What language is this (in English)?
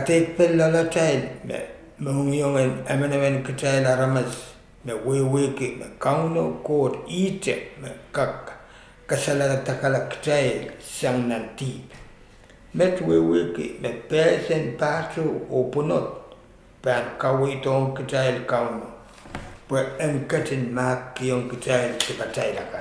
Pohnpeian